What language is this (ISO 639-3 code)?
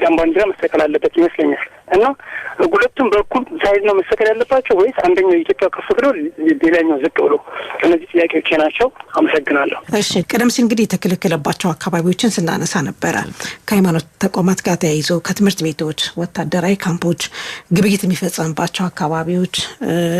amh